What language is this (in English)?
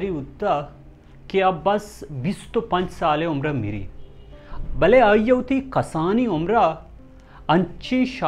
Baluchi